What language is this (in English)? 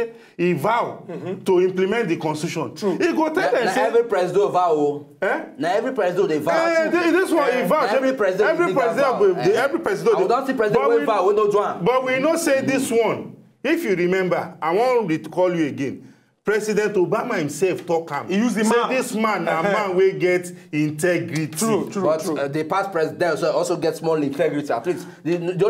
Nigerian Pidgin